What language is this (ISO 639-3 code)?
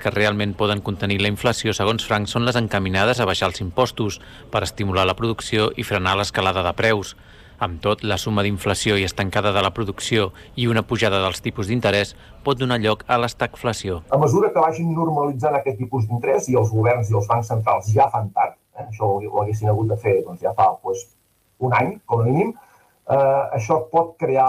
cat